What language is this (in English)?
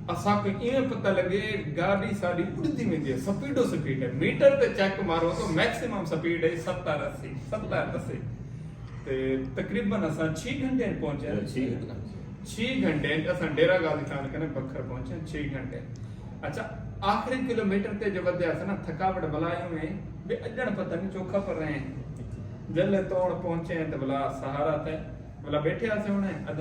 Saraiki